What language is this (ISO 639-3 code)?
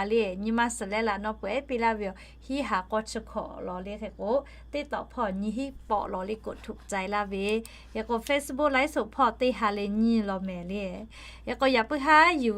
lhu